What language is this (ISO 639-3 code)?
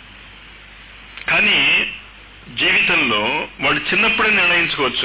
tel